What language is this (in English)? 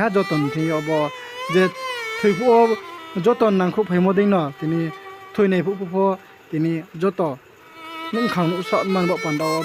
Riang (India)